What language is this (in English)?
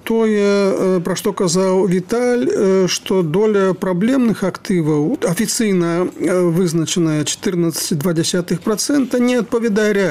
Belarusian